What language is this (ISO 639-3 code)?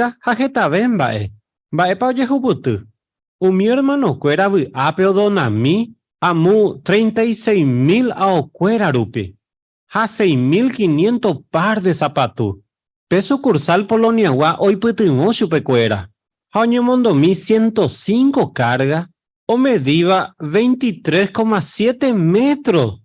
grn